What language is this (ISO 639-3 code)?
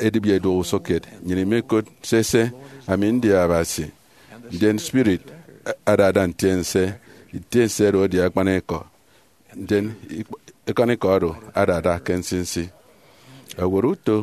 efi